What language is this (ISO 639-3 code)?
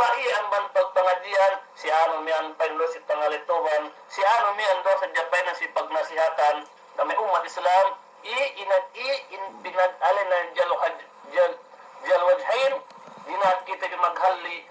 yka